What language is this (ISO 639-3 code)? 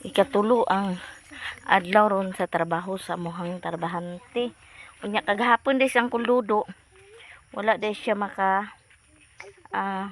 ceb